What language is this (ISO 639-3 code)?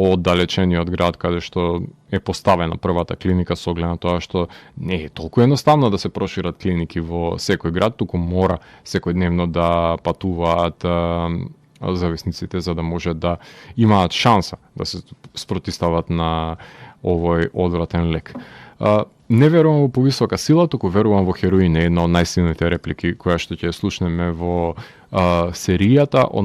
mkd